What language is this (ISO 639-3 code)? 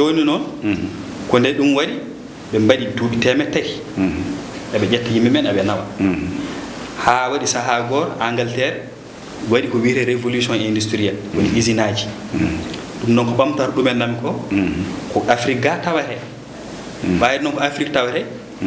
ful